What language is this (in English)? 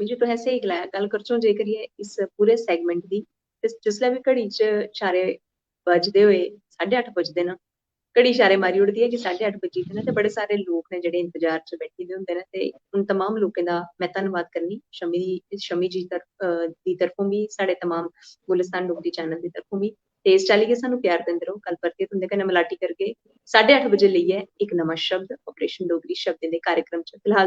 Dogri